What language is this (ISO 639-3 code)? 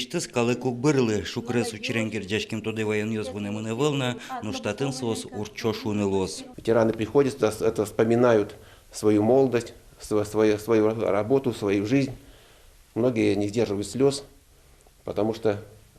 udm